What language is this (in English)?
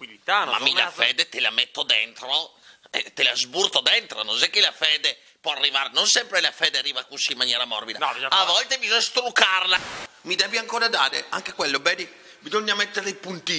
Italian